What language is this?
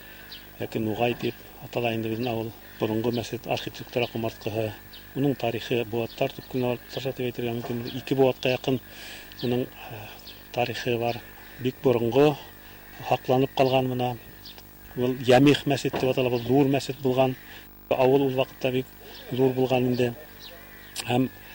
Bashkir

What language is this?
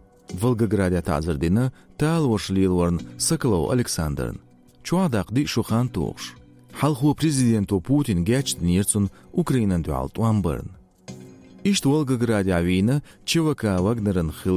Chechen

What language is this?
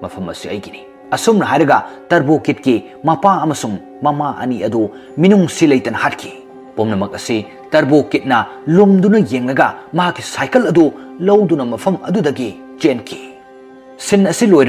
Manipuri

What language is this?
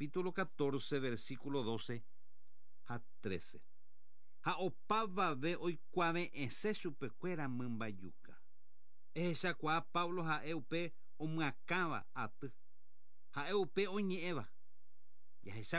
Guarani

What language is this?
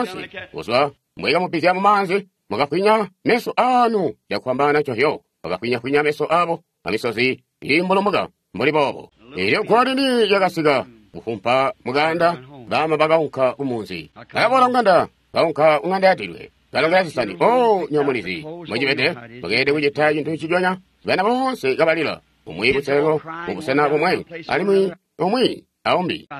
Tonga (Zambia)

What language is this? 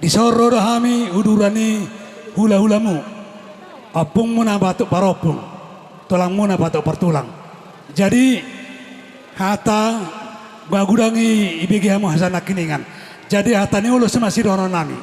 Batak Toba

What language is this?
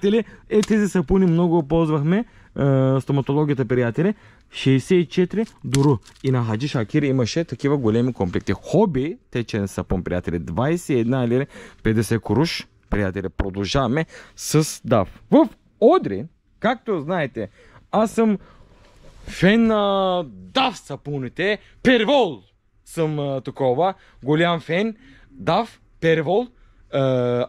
Bulgarian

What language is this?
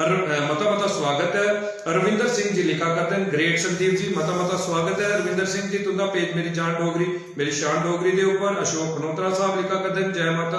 Dogri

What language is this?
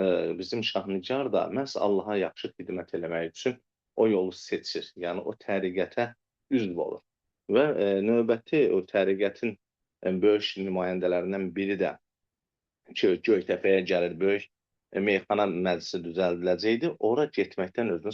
Azerbaijani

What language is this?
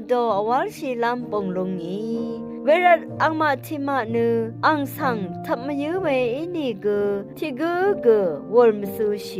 Rawang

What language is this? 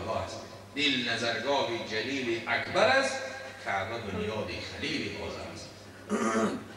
Tajik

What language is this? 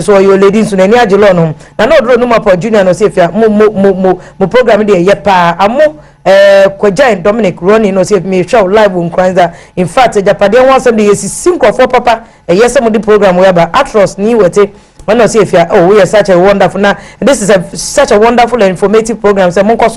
Akan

